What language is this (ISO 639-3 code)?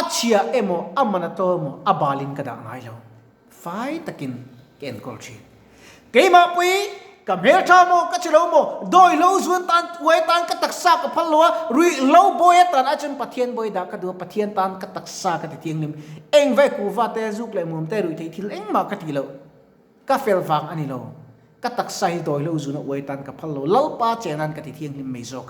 lus